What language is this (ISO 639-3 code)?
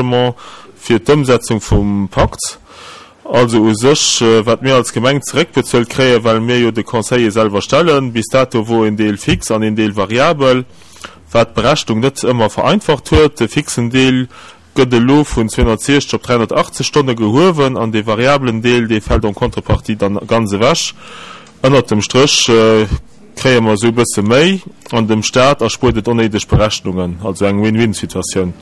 ltz